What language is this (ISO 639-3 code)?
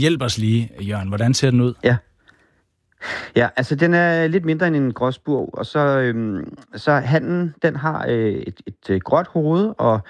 dan